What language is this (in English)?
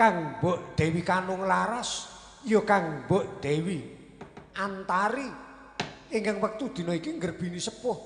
Javanese